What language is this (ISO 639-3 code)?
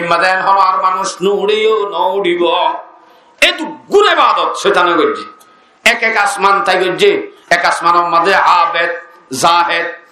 rhg